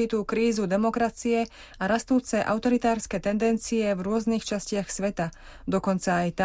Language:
Slovak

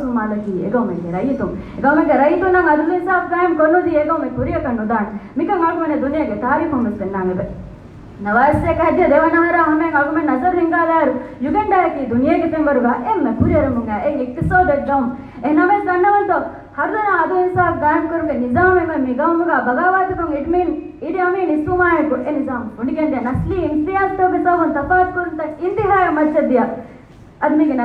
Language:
Divehi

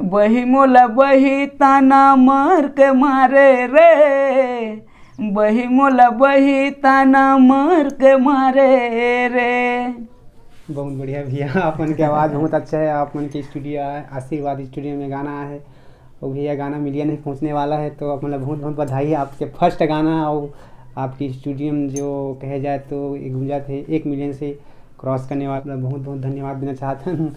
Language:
Chhattisgarhi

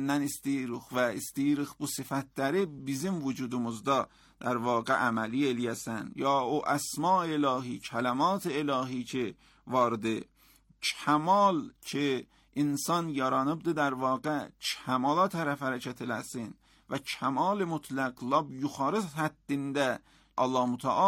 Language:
Azerbaijani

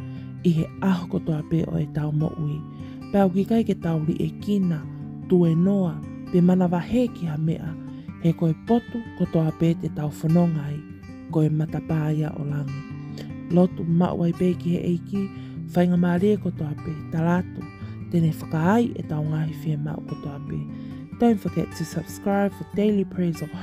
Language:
Tongan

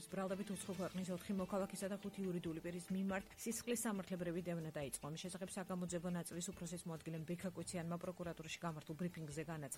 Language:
Georgian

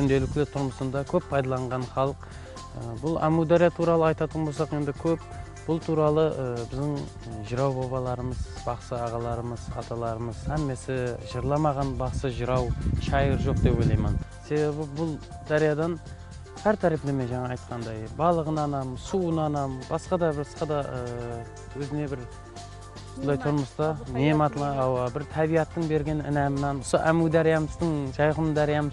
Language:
Kara-Kalpak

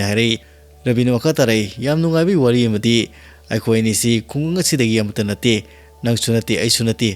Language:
Manipuri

